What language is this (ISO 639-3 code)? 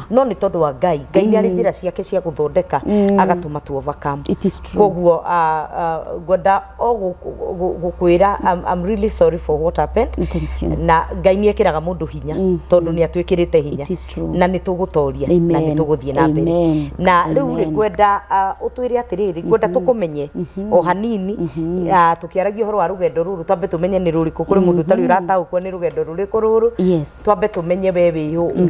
kik